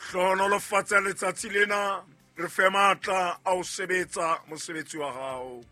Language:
Southern Sotho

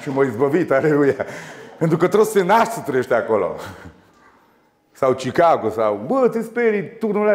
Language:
Romanian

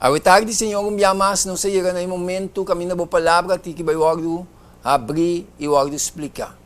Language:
Papiamento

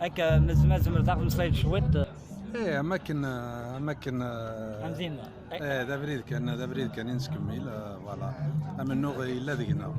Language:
Kabyle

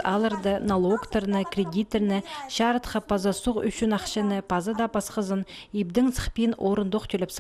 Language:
Khakas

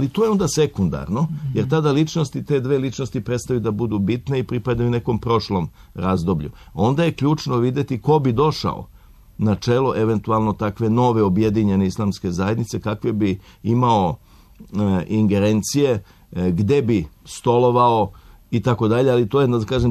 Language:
Serbian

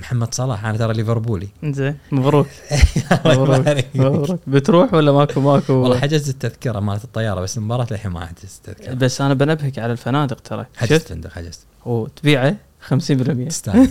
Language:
Gulf Arabic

